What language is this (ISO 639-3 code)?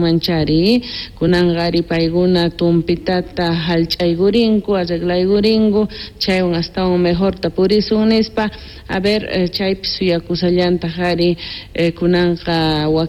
quh